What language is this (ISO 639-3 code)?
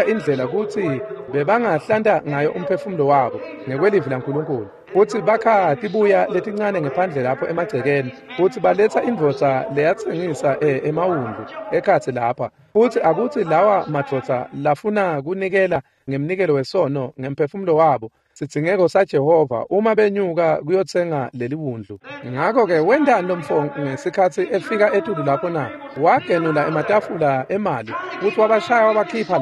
ssw